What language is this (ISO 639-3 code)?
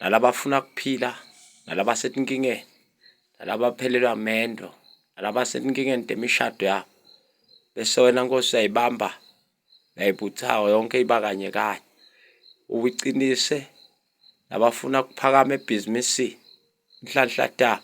ssw